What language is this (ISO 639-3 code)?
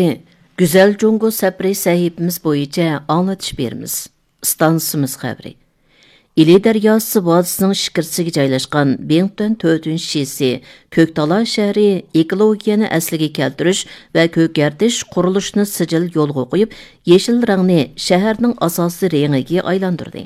uig